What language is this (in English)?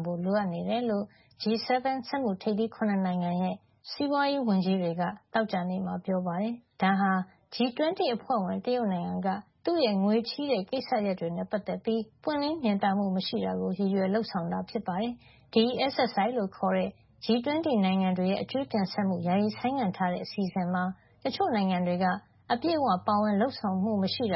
Burmese